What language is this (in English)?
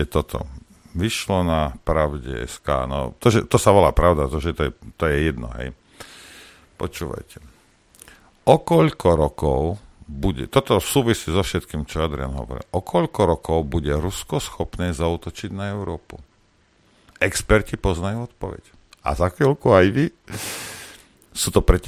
Slovak